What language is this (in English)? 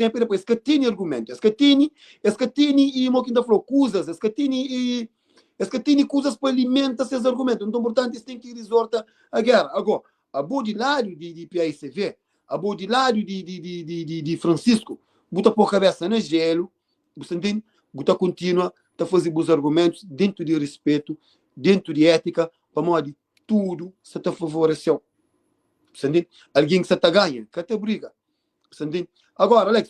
Kabuverdianu